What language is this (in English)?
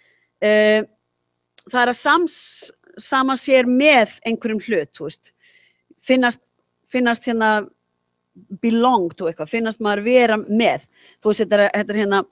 Icelandic